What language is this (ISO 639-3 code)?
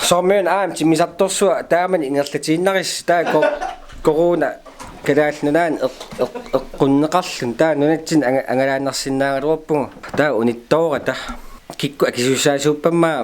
kal